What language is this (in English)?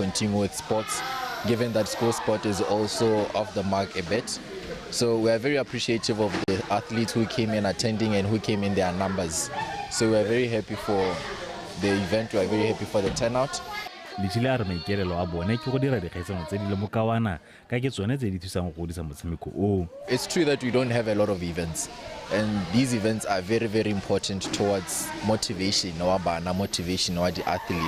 Tswana